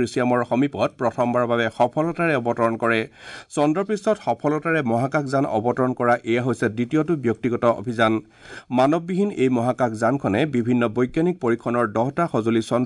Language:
Assamese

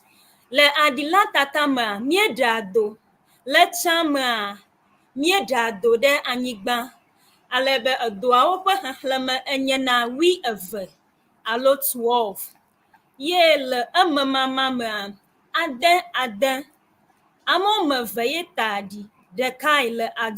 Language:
Ewe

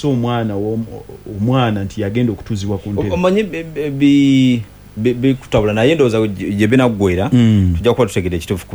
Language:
Ganda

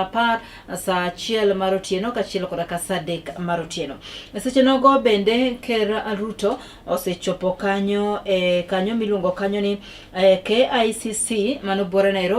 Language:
Luo (Kenya and Tanzania)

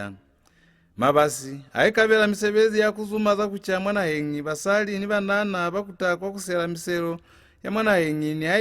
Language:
Lozi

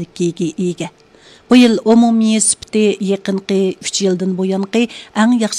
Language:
Uyghur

